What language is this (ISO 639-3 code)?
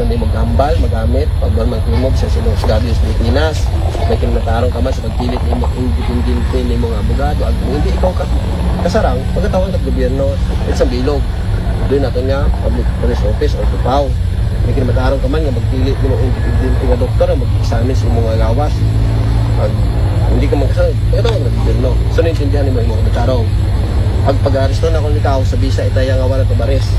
akl